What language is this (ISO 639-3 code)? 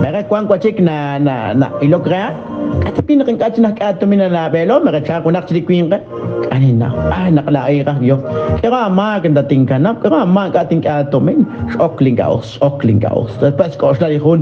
kek